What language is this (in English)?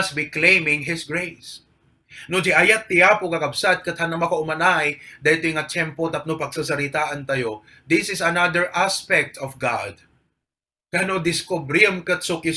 Iloko